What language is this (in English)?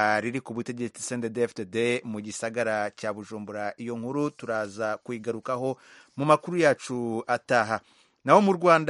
Kinyarwanda